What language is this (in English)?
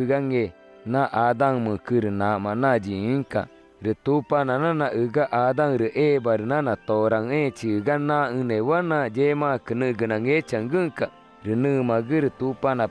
Ticuna